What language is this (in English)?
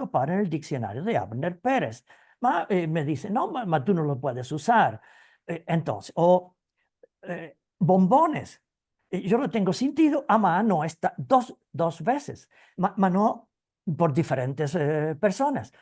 Ladino